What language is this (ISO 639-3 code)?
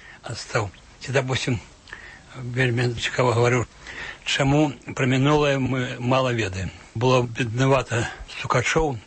bel